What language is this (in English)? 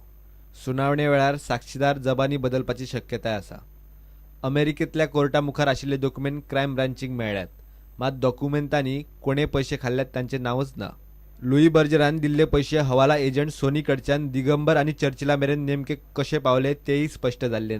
Konkani